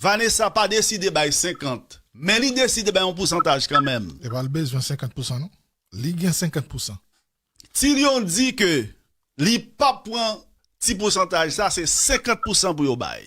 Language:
Haitian Creole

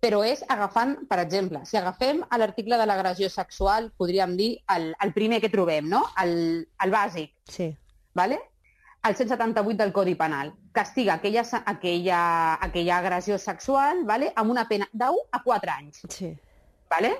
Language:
Catalan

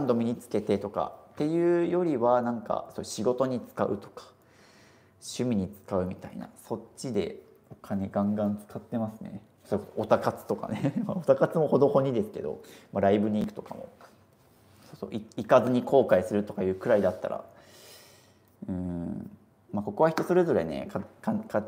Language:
Japanese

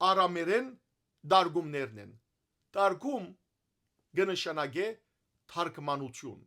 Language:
Western Armenian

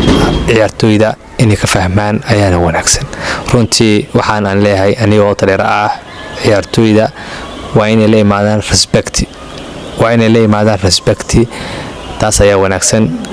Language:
Somali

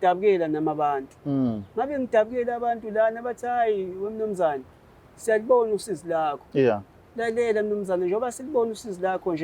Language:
Zulu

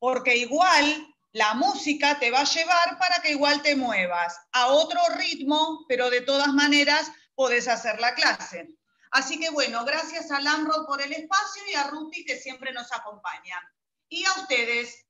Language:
Spanish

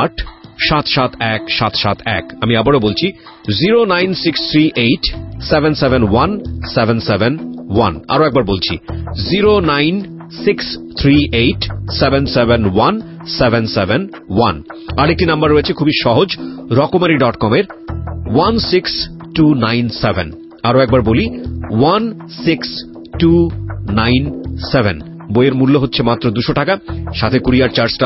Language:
Bangla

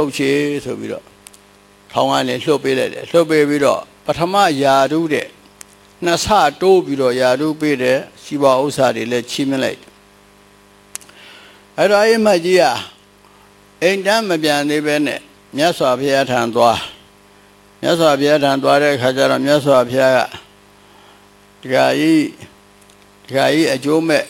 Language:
Burmese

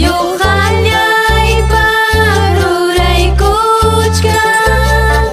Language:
Ayacucho Quechua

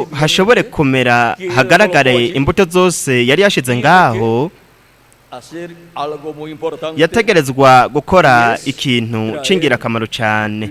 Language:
Rundi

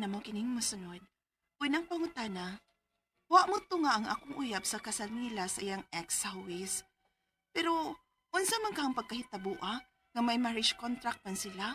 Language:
Cebuano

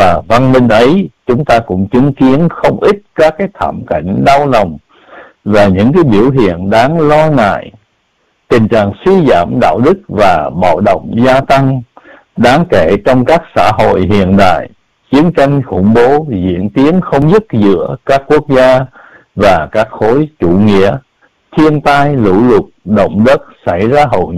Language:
Vietnamese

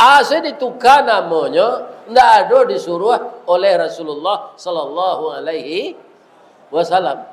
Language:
Minangkabau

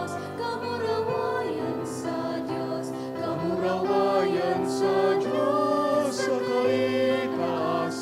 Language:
Bikol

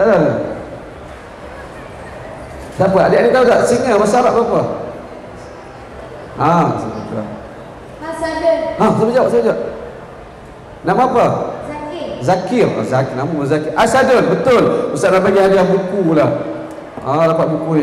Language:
Malay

